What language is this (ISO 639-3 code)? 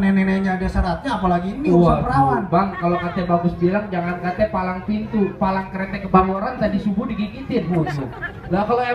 bew